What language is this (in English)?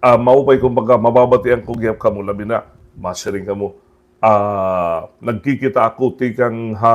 Waray